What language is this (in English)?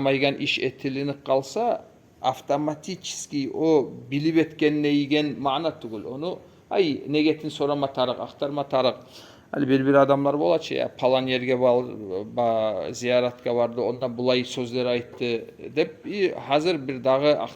Kumyk